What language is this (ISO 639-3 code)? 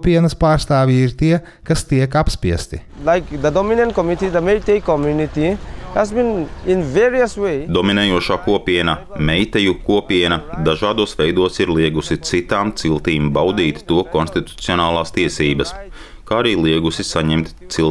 lav